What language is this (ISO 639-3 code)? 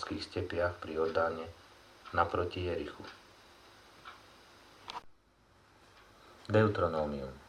slk